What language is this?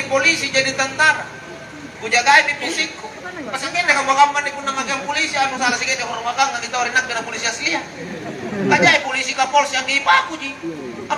Makasar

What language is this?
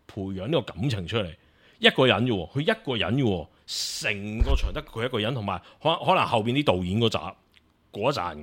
Cantonese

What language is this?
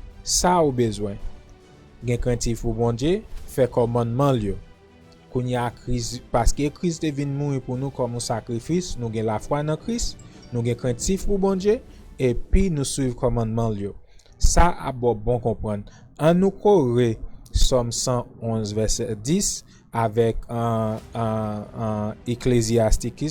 Haitian Creole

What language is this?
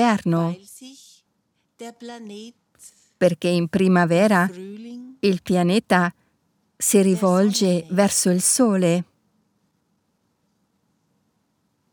Italian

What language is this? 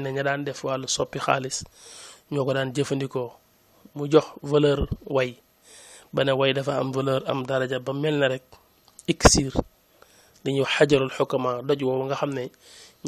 Wolof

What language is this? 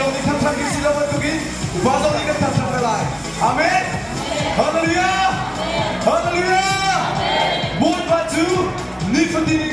Hakha Chin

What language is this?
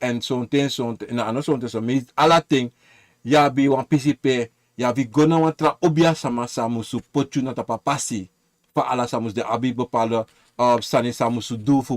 Sranan Tongo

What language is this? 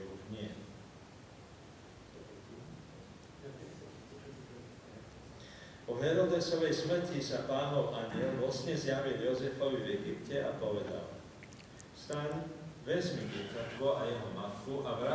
Slovak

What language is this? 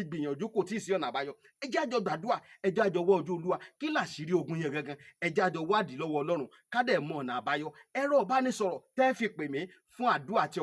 Yoruba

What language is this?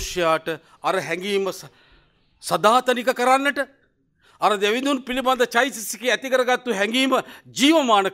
Sinhala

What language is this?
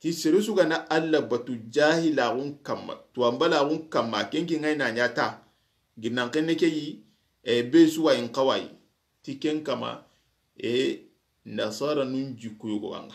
Soninke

